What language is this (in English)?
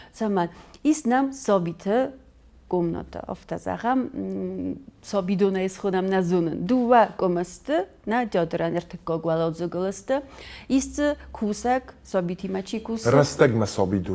Ossetic